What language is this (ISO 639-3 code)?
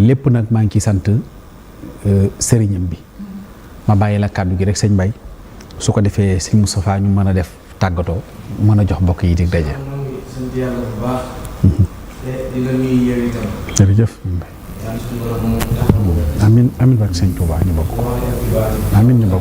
wol